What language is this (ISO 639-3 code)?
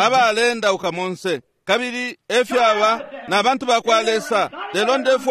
bem